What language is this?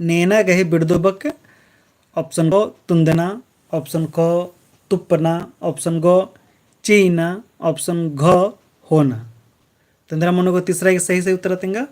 Kurukh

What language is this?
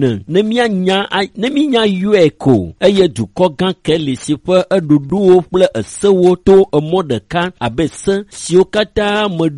Ewe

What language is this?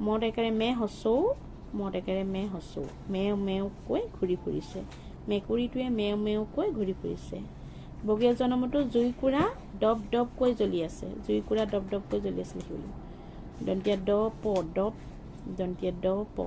Assamese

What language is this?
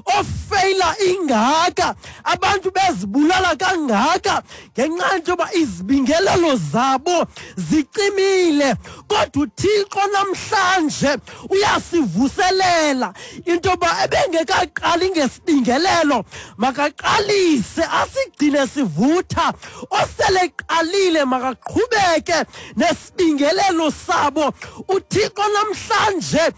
Xhosa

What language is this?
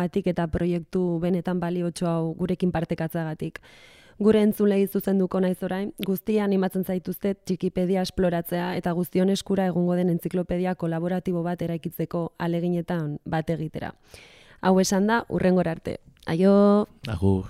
Basque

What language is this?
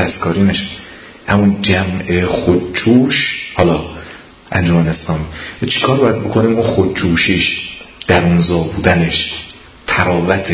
Persian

